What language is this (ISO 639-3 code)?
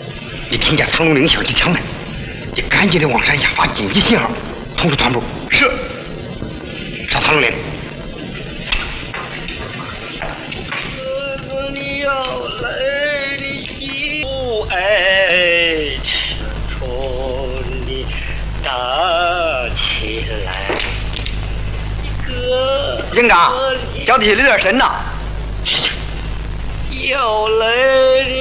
zho